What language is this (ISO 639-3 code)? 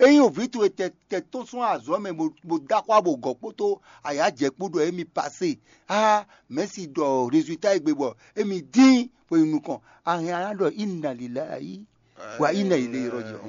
fon